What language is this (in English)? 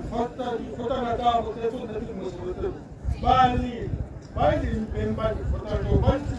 Tswana